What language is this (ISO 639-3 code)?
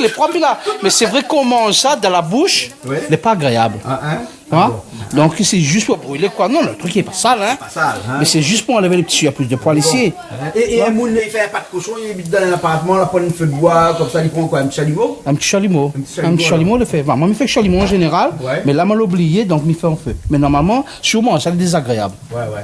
rcf